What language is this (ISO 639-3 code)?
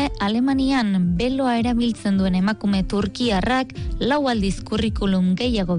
eus